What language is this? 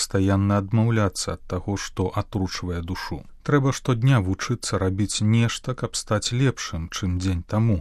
Belarusian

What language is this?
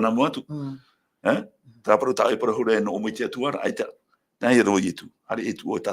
Tahitian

